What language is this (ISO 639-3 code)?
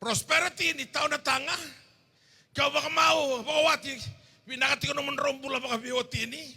fij